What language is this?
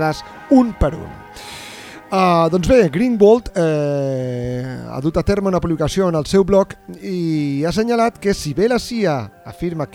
Catalan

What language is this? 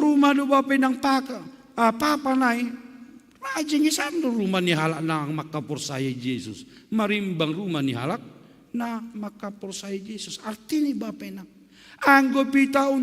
Batak Simalungun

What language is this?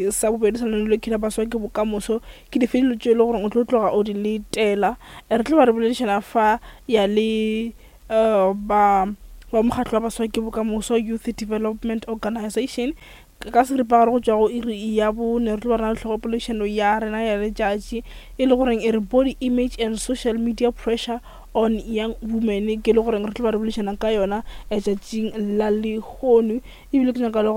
Northern Sotho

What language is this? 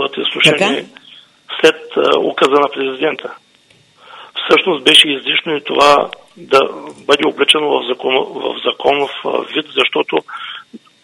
Bulgarian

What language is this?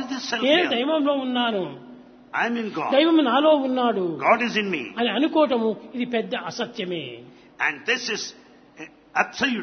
Telugu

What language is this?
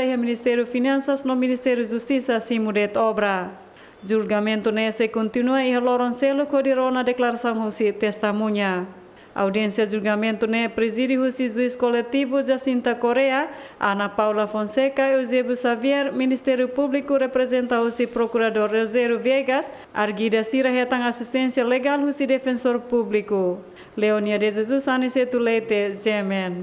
Tetum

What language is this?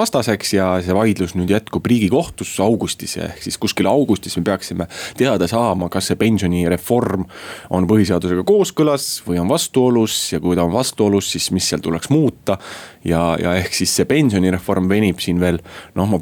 Estonian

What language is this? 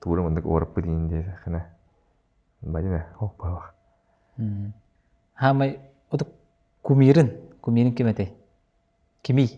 Yakut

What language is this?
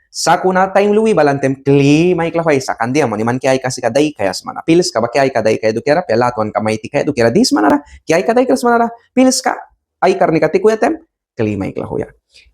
Mískito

